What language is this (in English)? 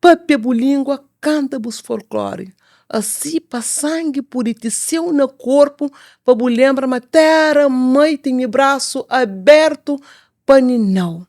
Kabuverdianu